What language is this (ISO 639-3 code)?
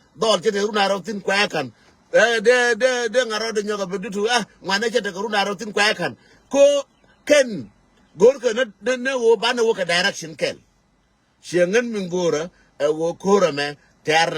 nus